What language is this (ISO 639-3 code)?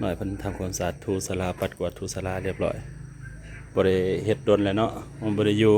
lao